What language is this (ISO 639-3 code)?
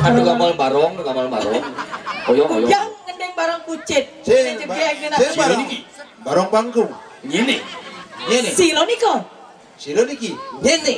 ban